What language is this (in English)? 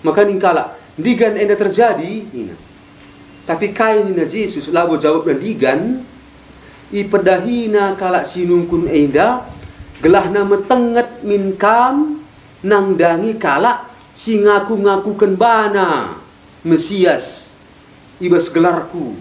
Batak Karo